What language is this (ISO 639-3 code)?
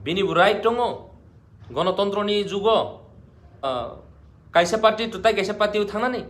trp